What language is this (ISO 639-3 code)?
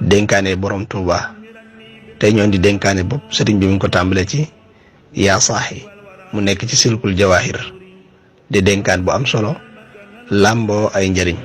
wol